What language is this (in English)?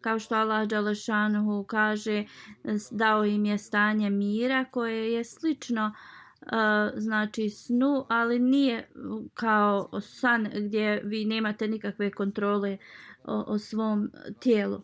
Bosnian